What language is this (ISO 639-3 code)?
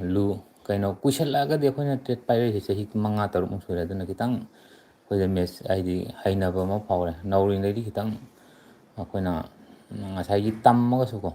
mni